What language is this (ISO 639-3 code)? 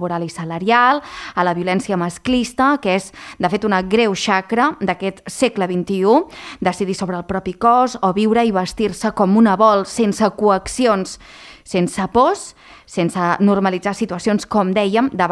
cat